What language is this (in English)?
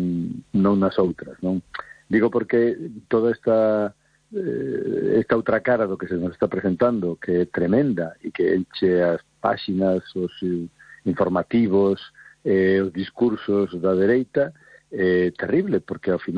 Galician